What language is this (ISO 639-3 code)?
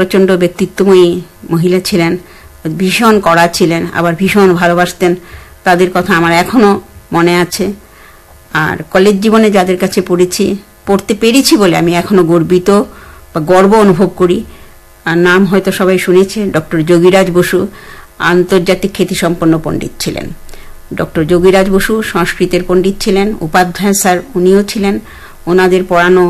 ben